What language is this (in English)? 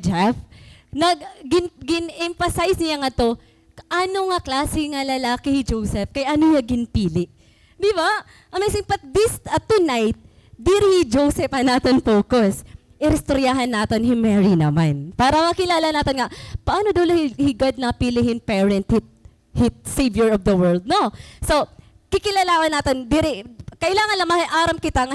Waray